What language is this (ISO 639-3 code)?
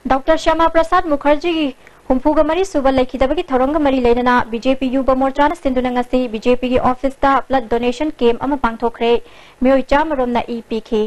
mni